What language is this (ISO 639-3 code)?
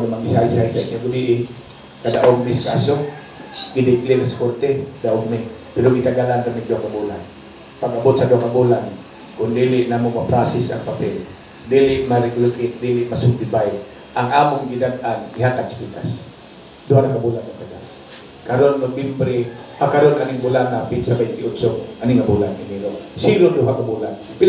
ceb